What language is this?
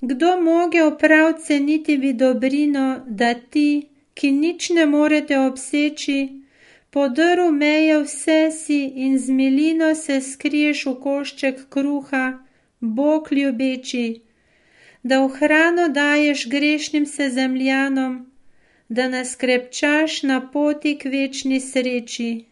Slovenian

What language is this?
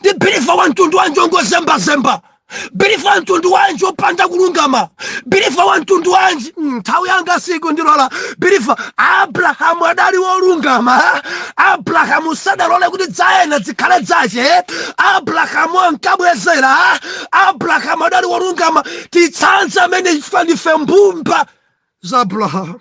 Nyanja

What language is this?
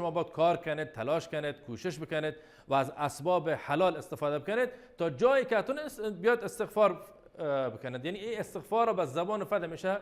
Baluchi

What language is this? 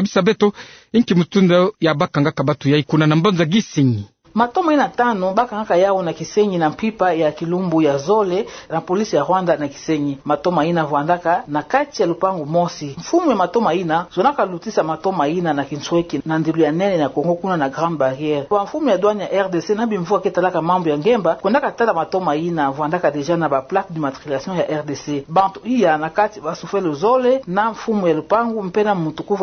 Kituba (Democratic Republic of Congo)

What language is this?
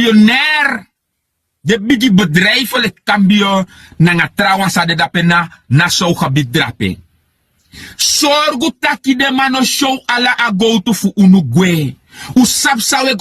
Sranan Tongo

